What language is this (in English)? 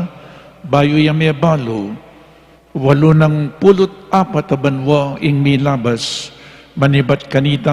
Pampanga